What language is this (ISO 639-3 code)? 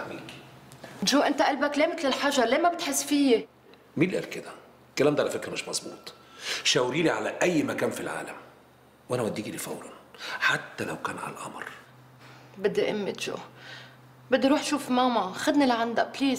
apc